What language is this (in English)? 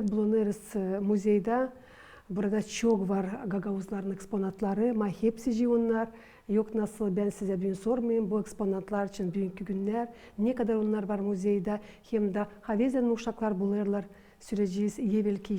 Gagauz